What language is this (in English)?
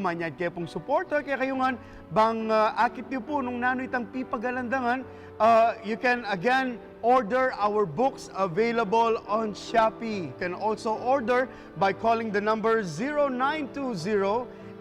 Pampanga